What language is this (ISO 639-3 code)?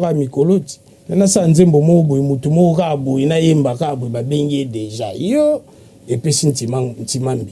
lin